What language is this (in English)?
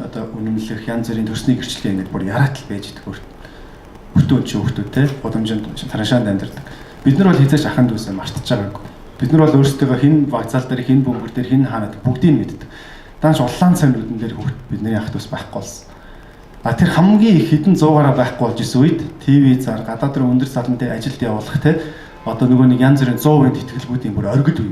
Mongolian